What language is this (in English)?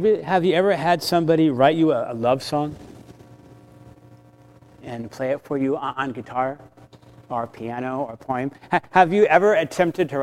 English